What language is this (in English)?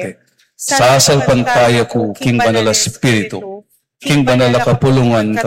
Pampanga